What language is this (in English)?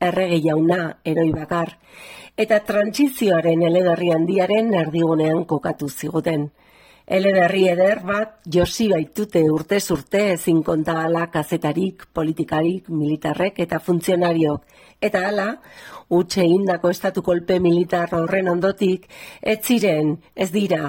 Basque